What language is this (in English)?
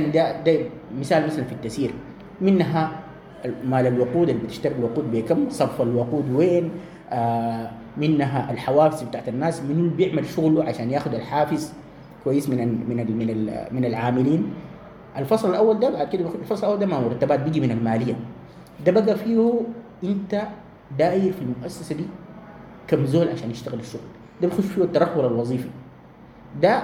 Sudanese Arabic